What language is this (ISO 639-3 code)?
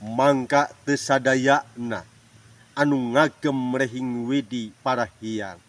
sun